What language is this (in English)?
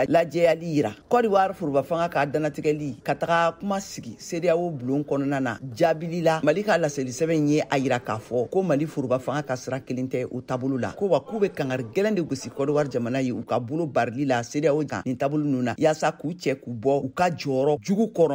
Bambara